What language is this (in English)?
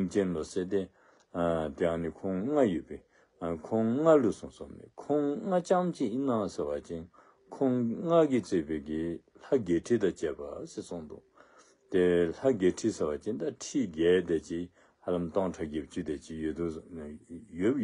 Dzongkha